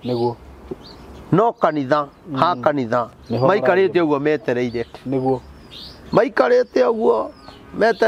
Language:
Kikuyu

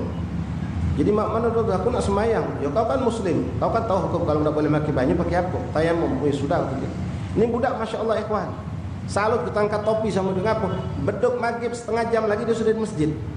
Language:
Musi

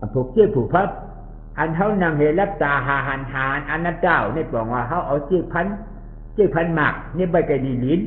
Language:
Shan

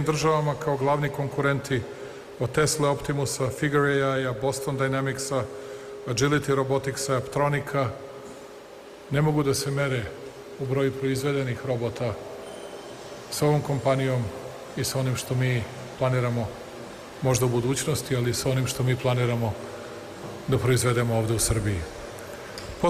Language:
Serbian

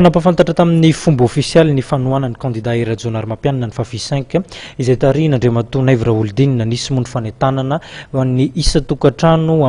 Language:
Malagasy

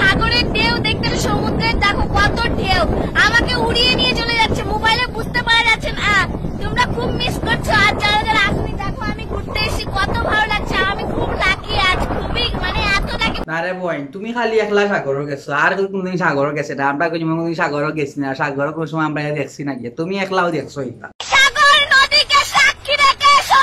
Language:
Sylheti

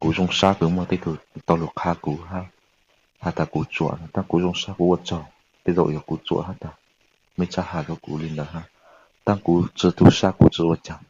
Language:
Hmong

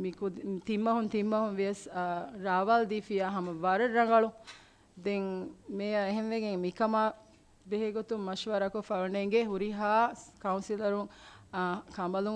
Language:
Divehi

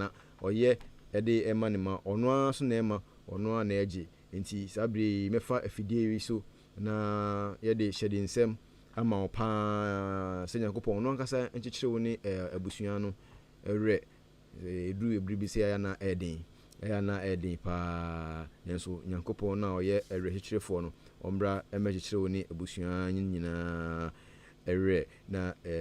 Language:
Akan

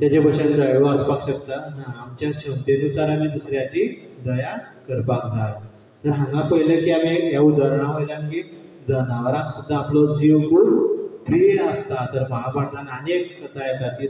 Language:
Konkani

